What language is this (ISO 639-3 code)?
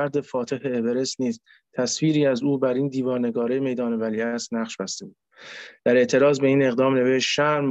fas